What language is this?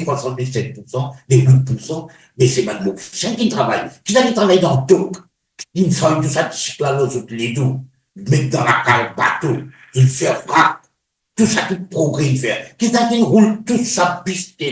Morisyen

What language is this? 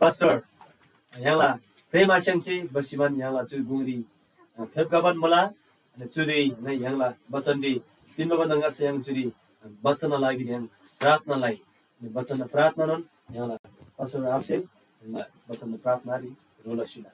Eastern Tamang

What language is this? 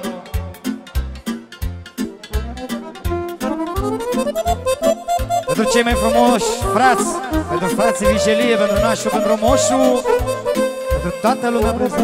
Romanian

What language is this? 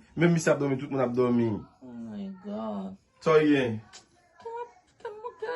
Haitian Creole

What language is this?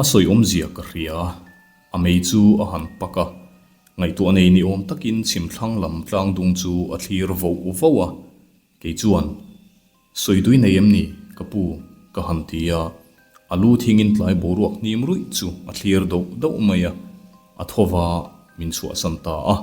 Mizo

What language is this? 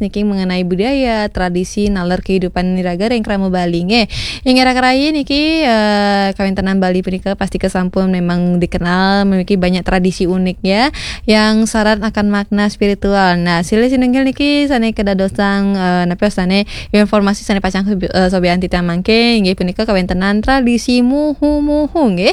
Balinese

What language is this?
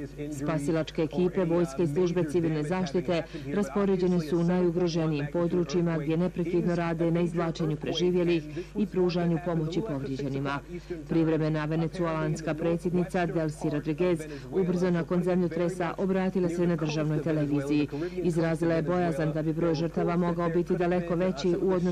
Bosnian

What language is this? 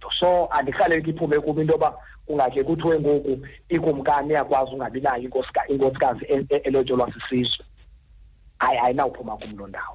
Xhosa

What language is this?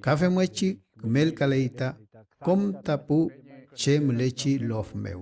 Mapuche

